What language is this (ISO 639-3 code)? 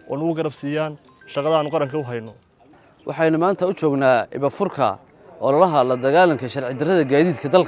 som